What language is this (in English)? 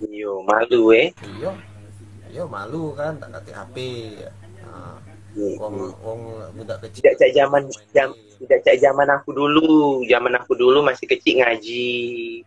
Musi